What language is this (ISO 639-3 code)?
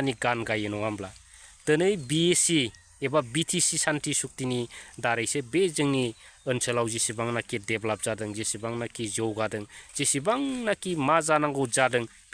brx